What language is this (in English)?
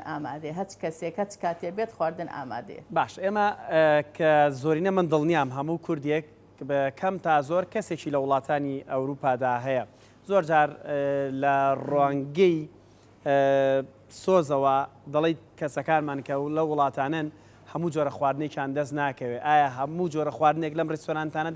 Central Kurdish